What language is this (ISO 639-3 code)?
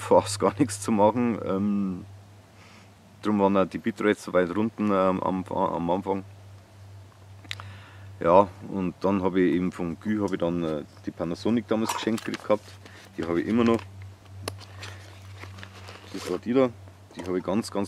deu